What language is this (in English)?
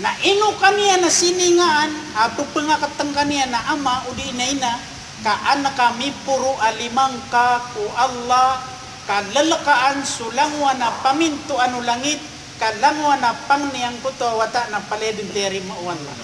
Maranao